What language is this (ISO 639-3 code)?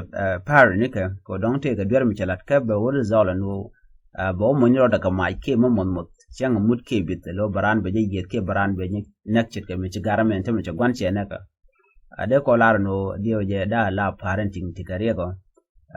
nus